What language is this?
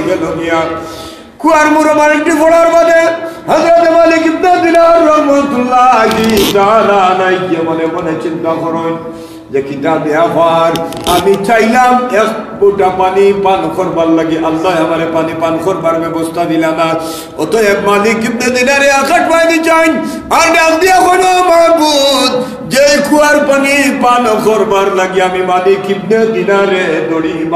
Sylheti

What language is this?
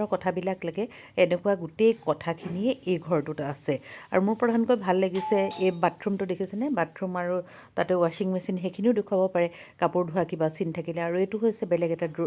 Assamese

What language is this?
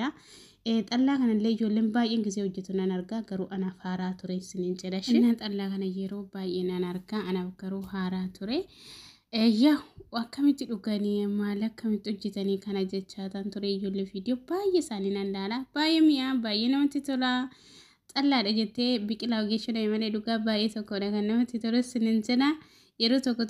Oromo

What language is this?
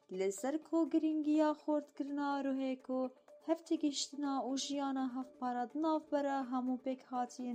Kurdish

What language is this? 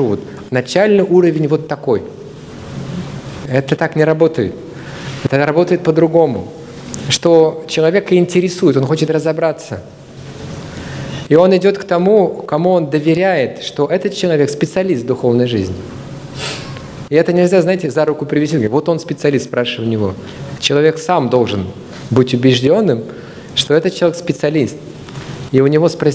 Russian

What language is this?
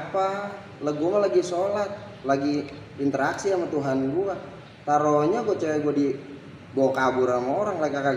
Betawi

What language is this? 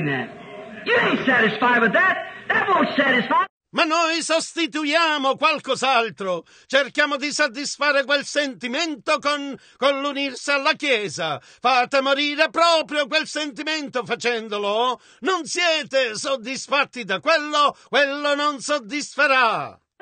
Italian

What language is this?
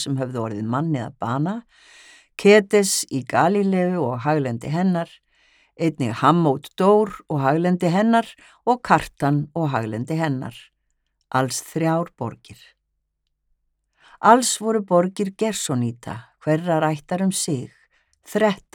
Icelandic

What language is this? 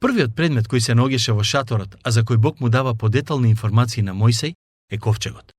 Macedonian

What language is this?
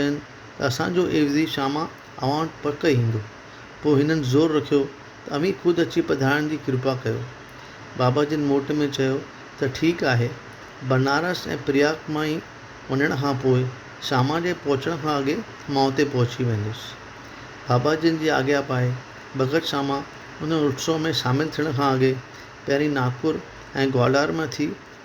Sindhi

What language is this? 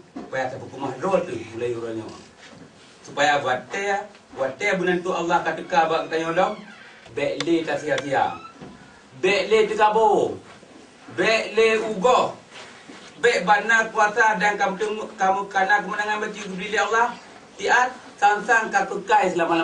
Achinese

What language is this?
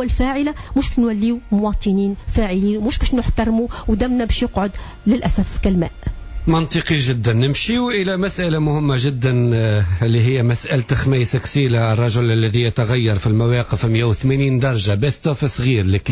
Tunisian Arabic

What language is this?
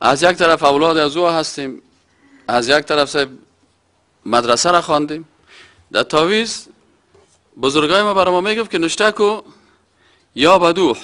Persian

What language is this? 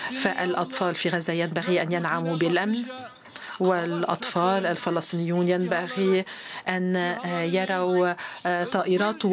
Arabic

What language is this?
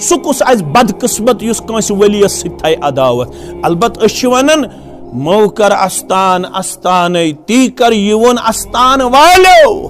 Kashmiri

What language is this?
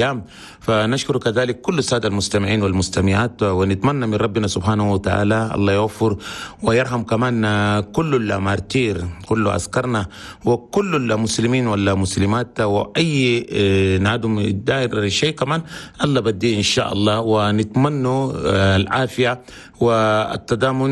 Chadian Arabic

